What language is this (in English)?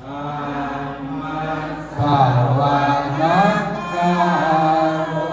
Pali